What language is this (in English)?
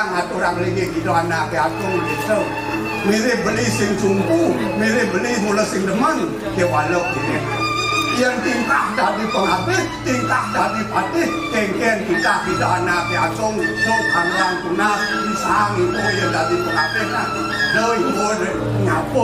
Balinese